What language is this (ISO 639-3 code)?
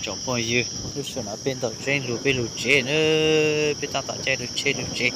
hmn